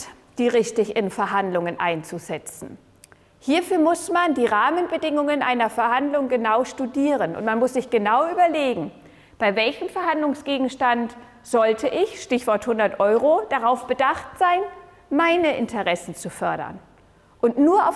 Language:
German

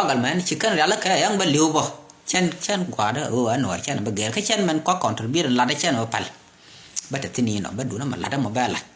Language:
Nuer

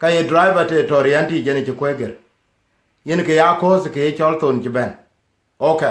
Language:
Dinka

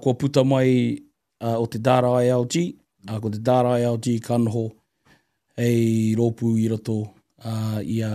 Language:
Māori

